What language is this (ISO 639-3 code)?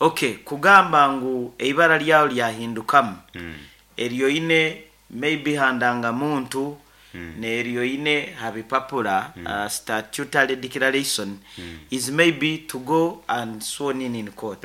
nyn